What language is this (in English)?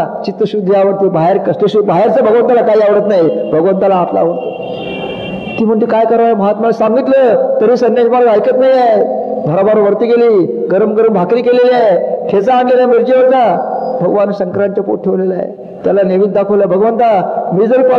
Marathi